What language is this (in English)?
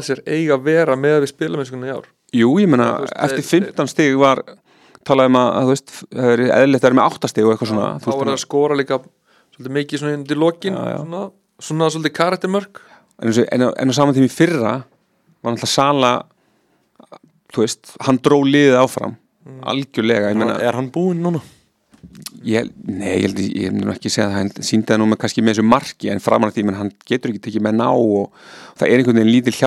Icelandic